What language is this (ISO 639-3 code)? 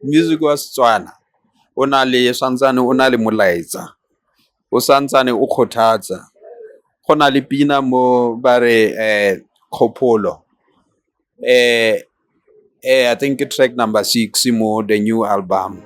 tsn